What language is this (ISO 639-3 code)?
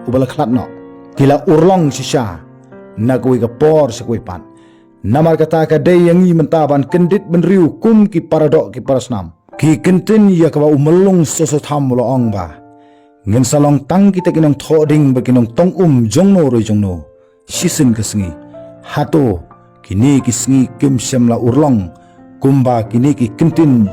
kha